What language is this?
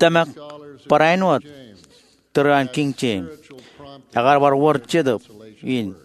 Marshallese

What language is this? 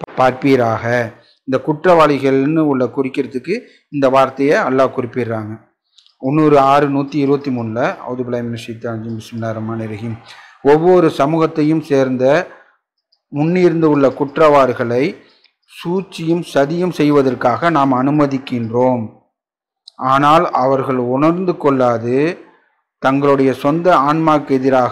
Tamil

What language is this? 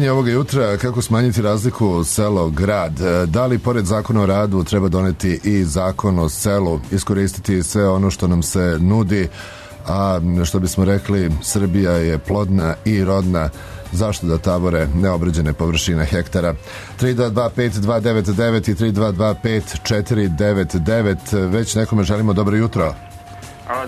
Serbian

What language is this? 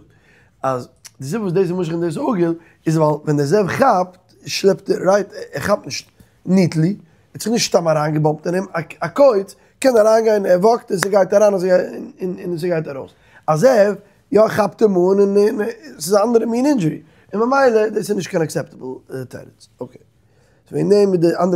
Yiddish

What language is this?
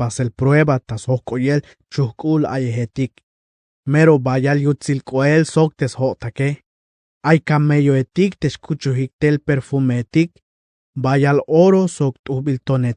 Tzeltal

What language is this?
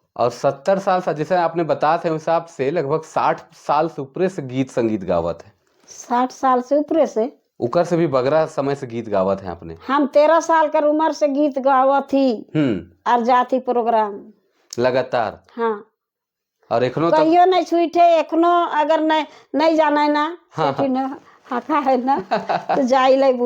Sadri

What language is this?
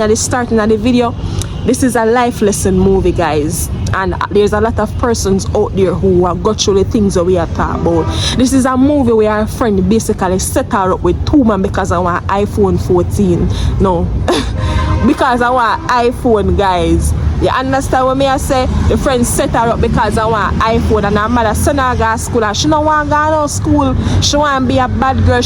Jamaican Creole English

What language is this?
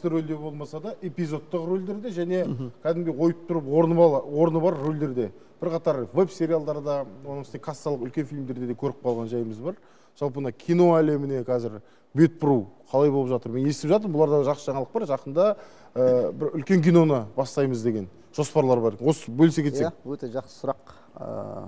Kazakh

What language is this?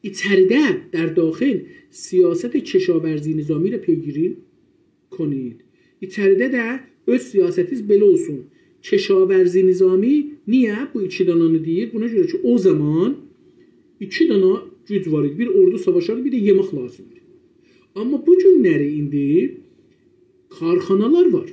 South Azerbaijani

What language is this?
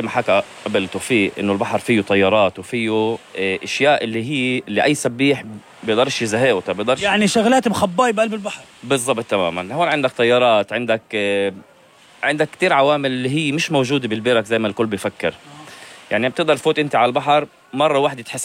North Levantine Arabic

